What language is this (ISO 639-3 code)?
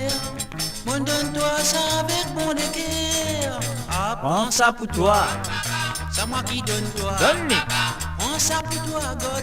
mfe